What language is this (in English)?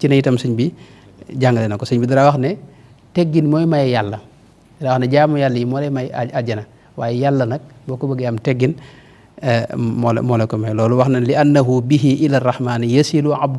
Wolof